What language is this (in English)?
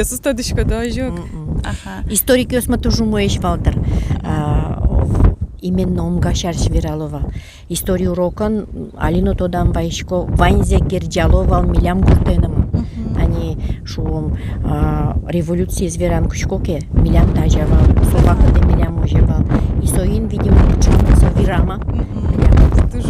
Udmurt